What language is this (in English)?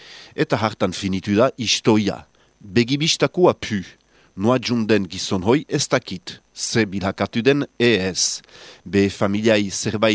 Basque